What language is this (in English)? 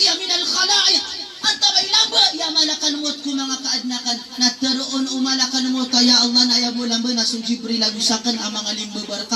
Maranao